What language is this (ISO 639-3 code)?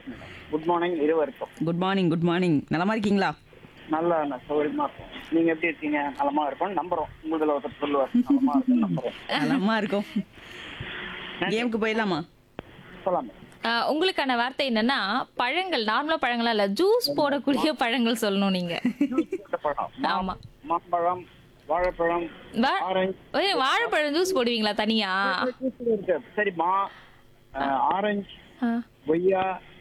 tam